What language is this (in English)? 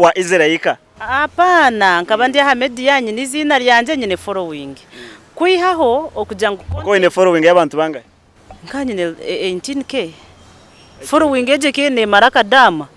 Nyankole